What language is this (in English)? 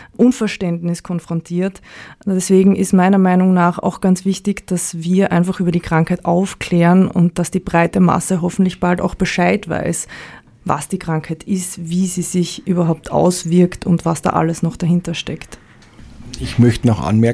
German